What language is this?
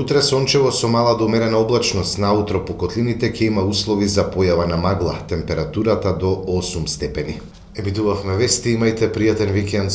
Macedonian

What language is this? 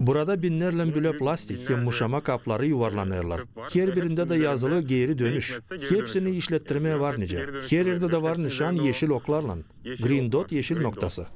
Gagauz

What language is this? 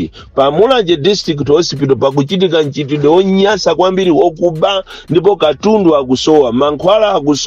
Nyanja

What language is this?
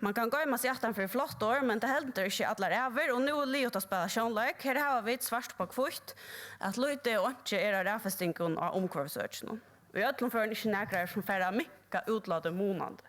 Faroese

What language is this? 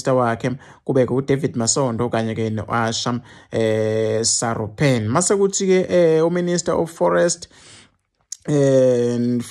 Zulu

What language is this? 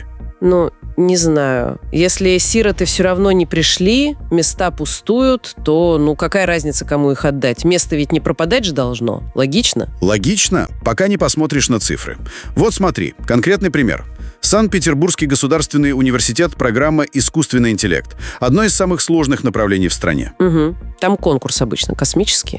Russian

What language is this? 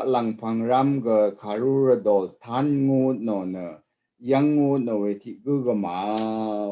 Rawang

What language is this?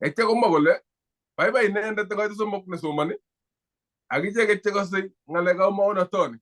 Kalenjin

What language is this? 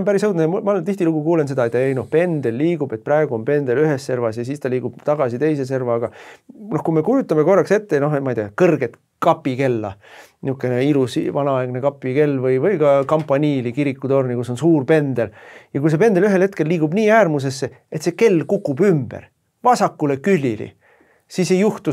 Estonian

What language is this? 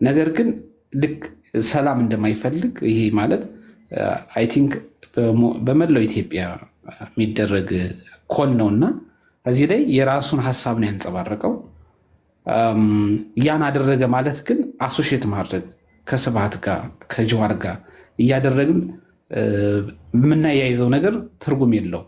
Amharic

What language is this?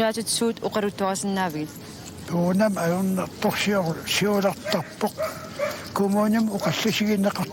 Kalaallisut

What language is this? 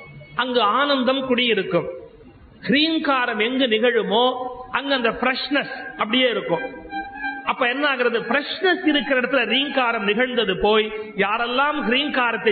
Tamil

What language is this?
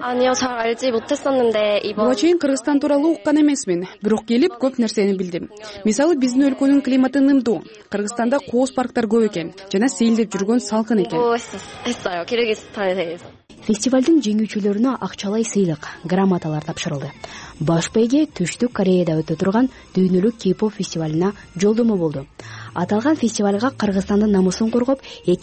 Kyrgyz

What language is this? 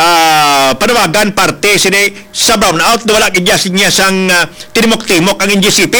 Hiligaynon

